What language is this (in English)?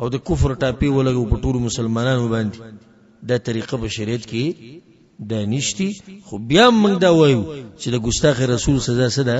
Pashto